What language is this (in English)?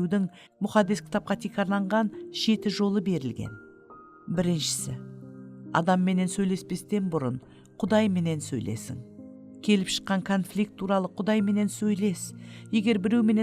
Kara-Kalpak